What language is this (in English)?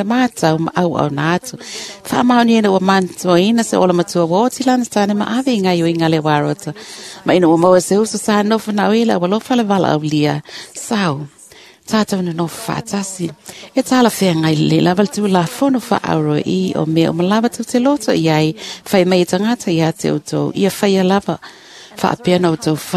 Samoan